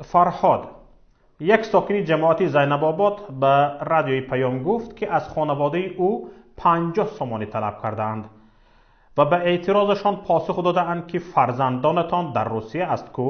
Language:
Tajik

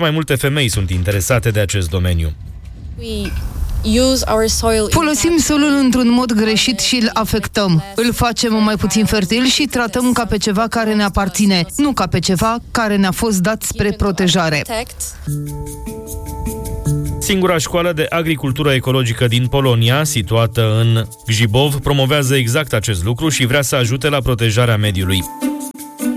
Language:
Romanian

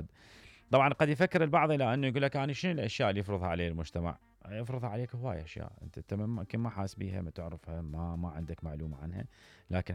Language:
Mesopotamian Arabic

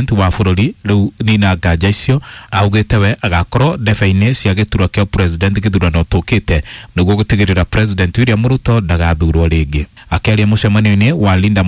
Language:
Kikuyu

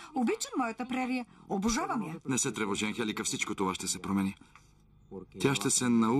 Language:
Bulgarian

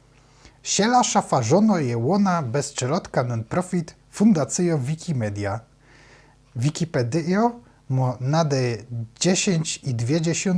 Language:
Silesian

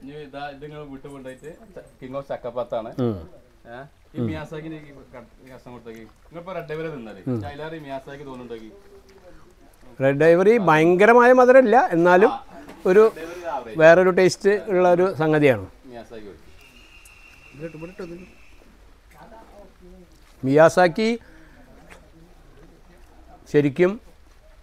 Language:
Malayalam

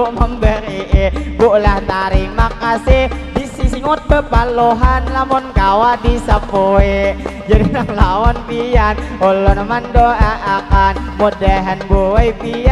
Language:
Banjar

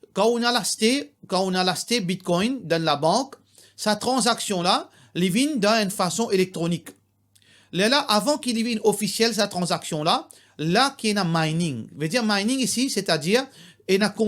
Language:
Morisyen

